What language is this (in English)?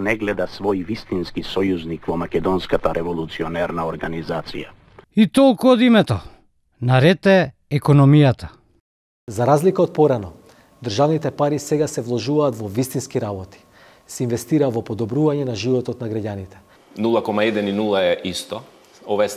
Macedonian